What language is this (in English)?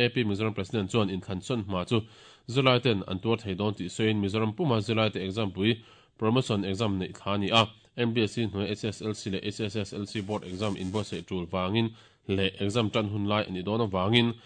Mizo